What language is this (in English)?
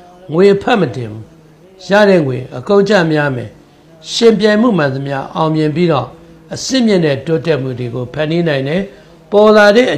Burmese